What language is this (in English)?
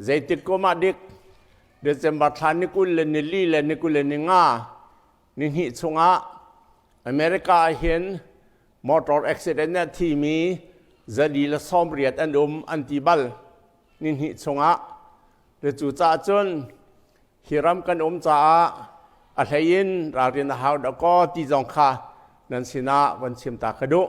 Hakha Chin